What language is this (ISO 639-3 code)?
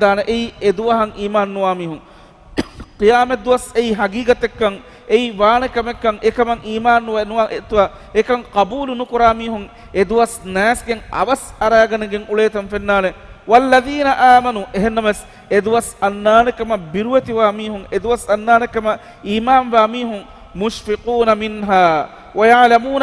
div